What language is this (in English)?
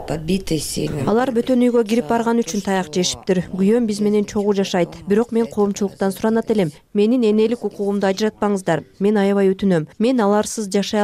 Kyrgyz